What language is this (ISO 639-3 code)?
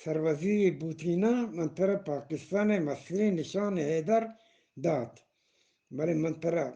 bgp